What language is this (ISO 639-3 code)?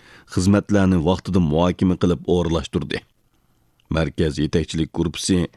uig